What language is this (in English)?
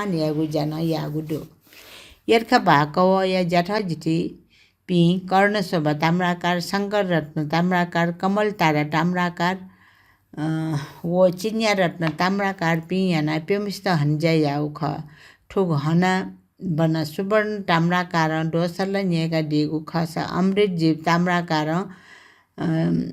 Newari